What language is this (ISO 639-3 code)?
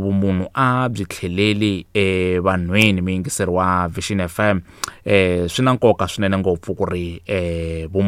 tso